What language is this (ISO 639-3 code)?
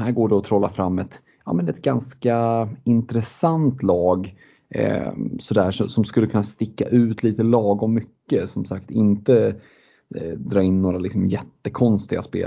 swe